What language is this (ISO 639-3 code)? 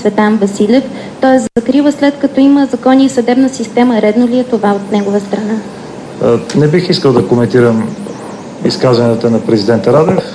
bul